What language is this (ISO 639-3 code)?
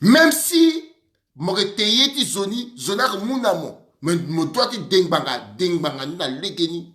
sag